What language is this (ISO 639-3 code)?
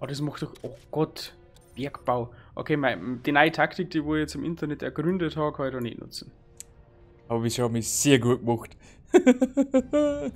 bar